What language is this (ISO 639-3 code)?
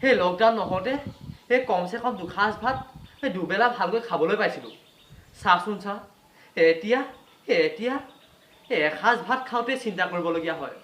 asm